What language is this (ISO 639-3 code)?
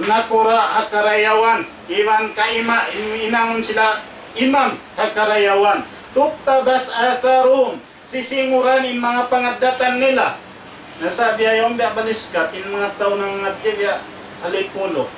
tsg